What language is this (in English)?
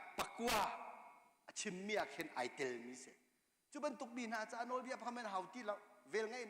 Hakha Chin